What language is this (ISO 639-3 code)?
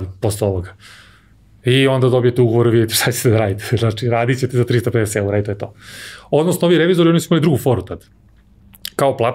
srp